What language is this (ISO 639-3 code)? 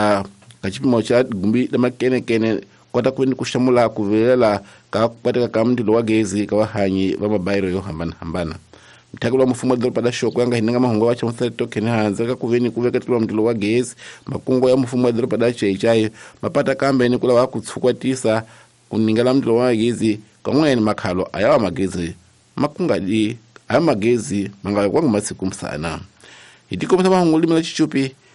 tso